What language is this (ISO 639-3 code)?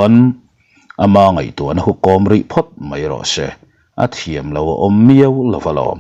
lus